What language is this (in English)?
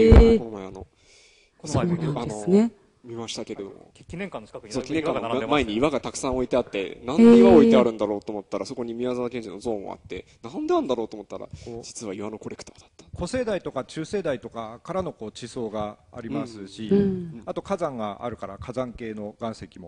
Japanese